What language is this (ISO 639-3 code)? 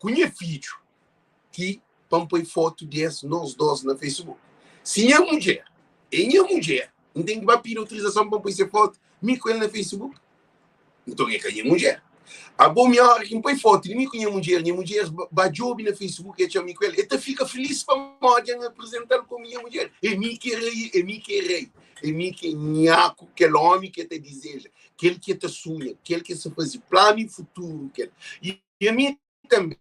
kea